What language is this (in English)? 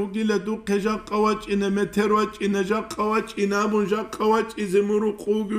Avaric